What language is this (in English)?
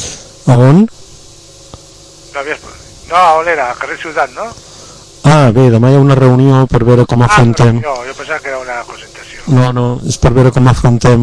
Catalan